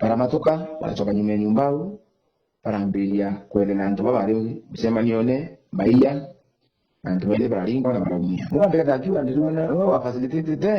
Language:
Meru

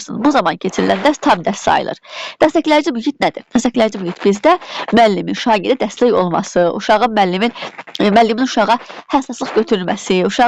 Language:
Azerbaijani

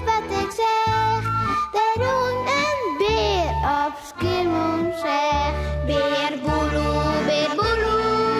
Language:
Western Frisian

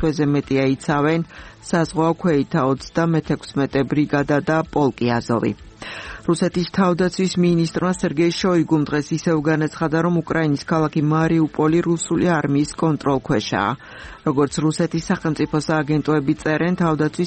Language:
Georgian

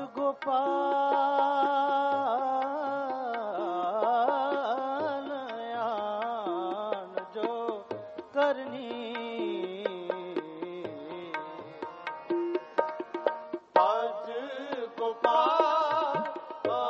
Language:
Punjabi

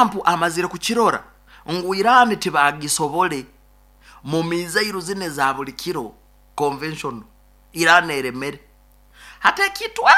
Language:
Nyankole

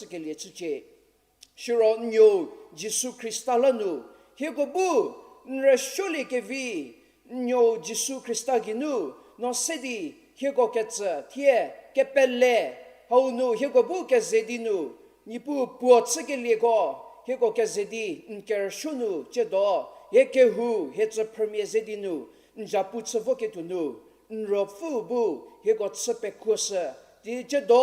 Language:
Angami Naga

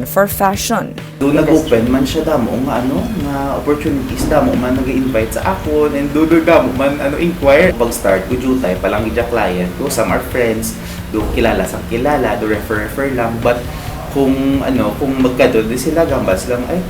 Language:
Hiligaynon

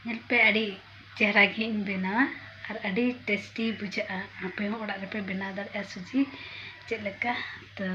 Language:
Santali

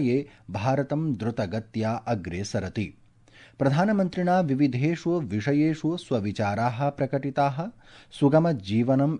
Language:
Sanskrit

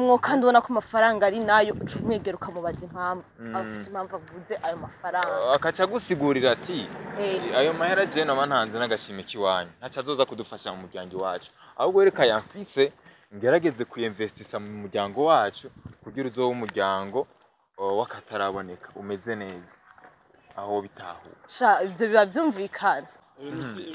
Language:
Rundi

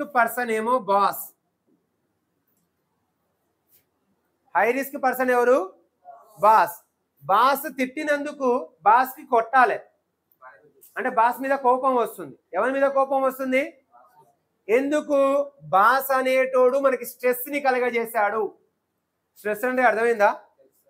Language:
Telugu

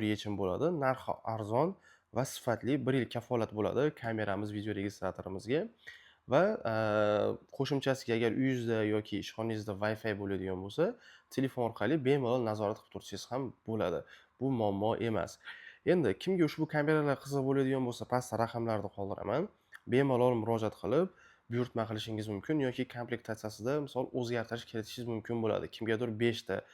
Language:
Uzbek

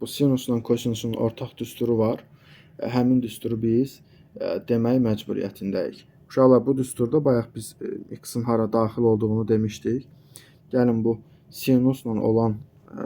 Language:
Azerbaijani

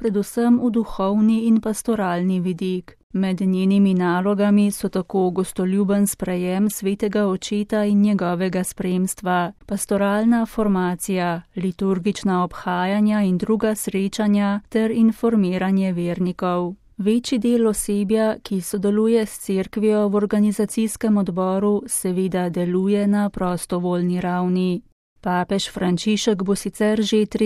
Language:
Slovenian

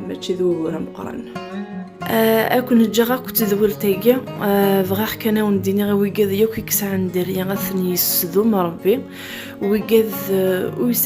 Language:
Kabyle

